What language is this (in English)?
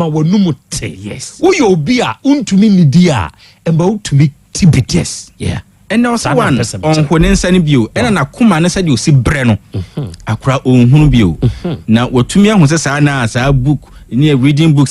Akan